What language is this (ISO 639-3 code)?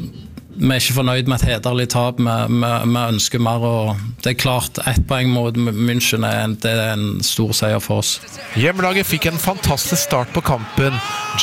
nor